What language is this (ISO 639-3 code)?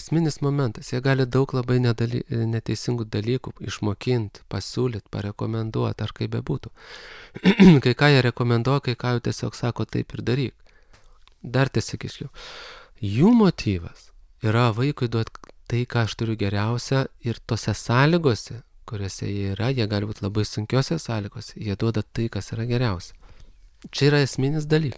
lit